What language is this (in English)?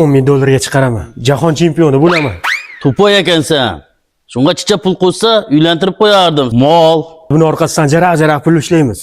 Uzbek